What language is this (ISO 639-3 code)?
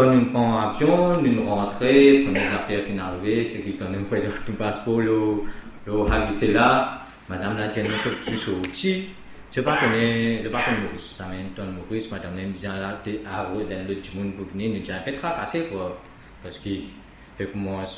mfe